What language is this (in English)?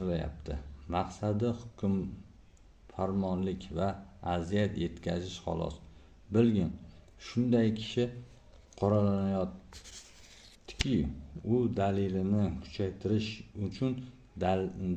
Uzbek